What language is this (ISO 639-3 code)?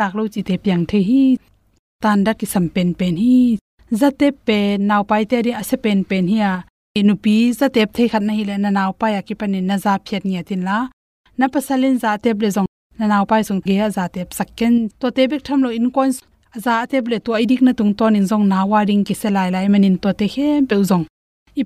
ctd